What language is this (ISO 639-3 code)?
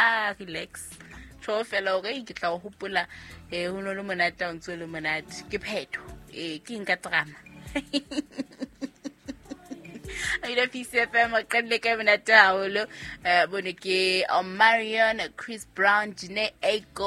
sot